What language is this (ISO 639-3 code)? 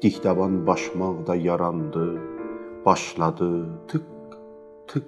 azb